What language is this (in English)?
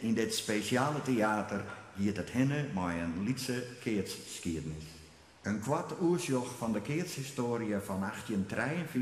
Western Frisian